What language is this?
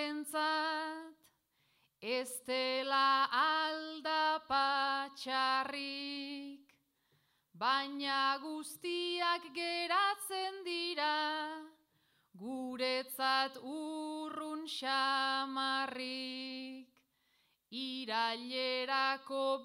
Basque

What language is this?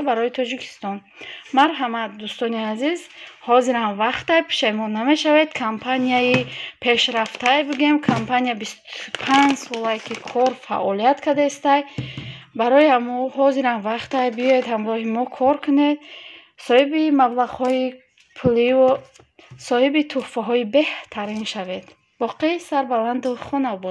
Tajik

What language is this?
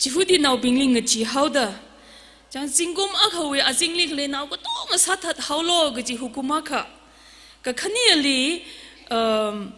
Tangkhul Naga (India)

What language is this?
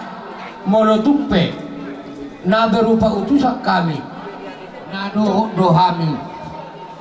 Batak Toba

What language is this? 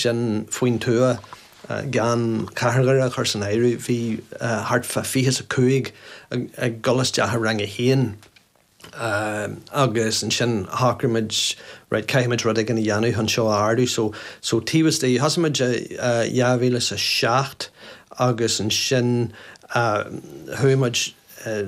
Irish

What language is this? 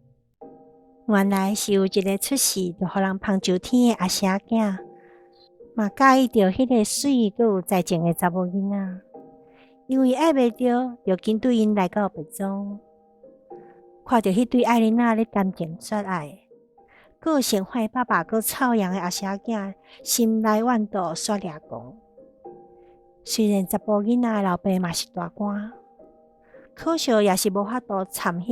Min Nan Chinese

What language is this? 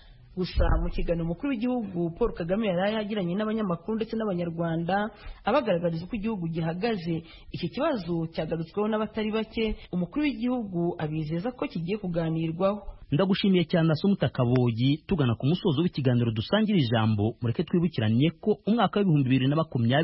Kinyarwanda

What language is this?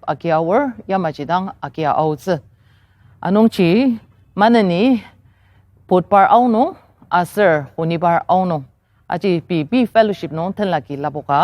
Ao Naga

